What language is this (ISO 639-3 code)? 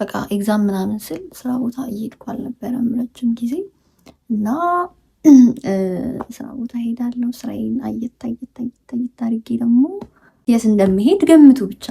amh